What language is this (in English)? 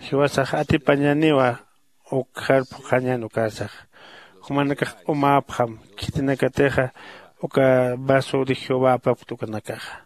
Aymara